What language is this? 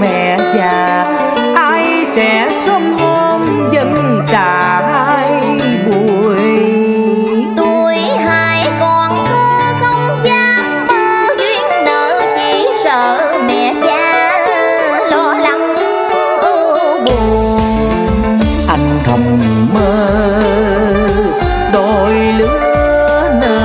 Vietnamese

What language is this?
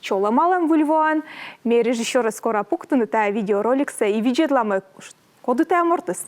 Komi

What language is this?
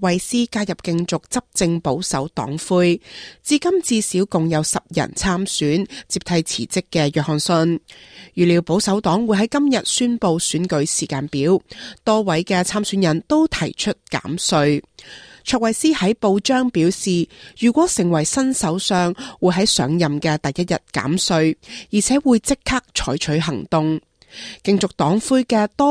Cantonese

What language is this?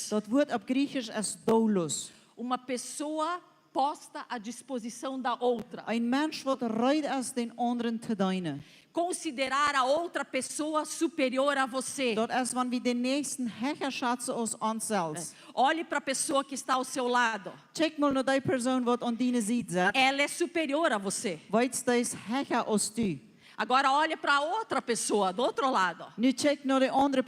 Plautdietsch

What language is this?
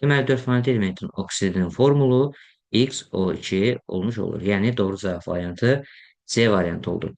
Azerbaijani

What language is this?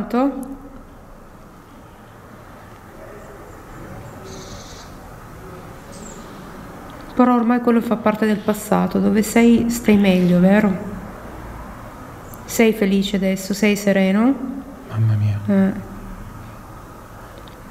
Italian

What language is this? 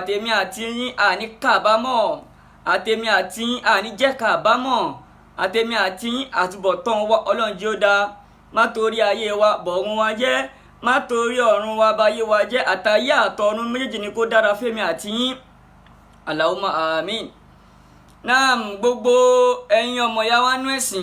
Yoruba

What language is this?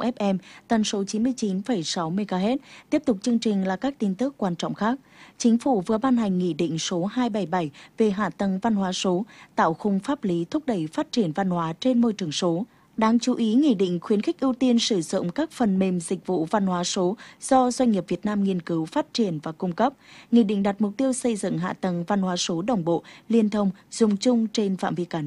Vietnamese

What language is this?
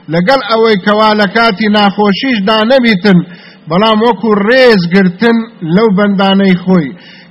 Central Kurdish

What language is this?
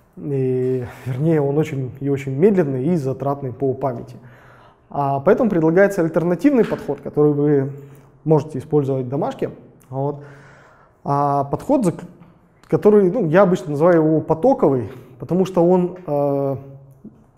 Russian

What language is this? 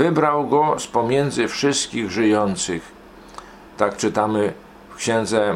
Polish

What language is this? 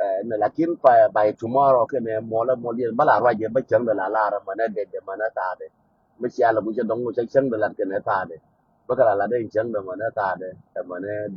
Nuer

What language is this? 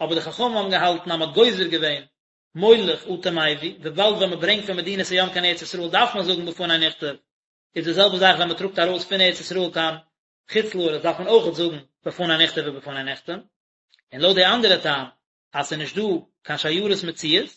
Yiddish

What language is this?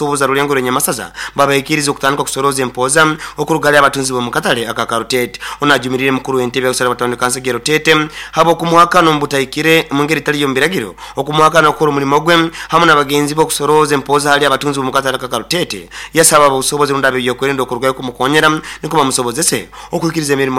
Nyoro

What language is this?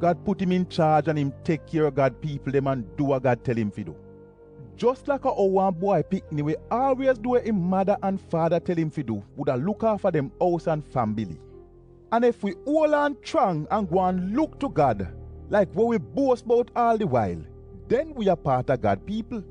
Jamaican Creole English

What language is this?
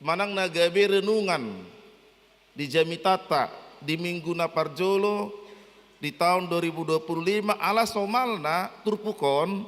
Batak Toba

